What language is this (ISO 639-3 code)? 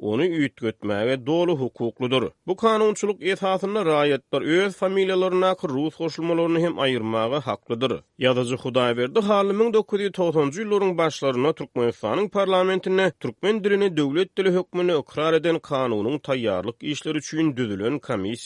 tuk